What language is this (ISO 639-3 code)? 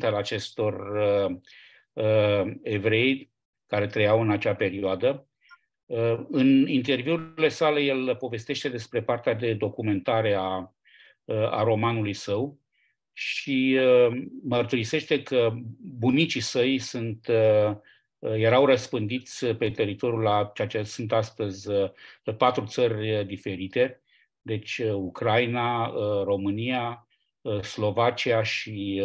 ron